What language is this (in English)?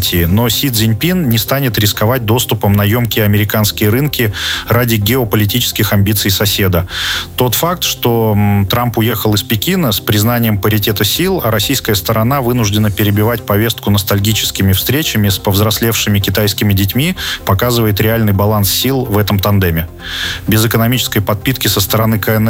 Russian